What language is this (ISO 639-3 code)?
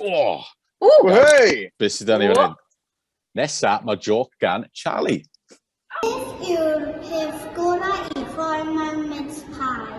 cym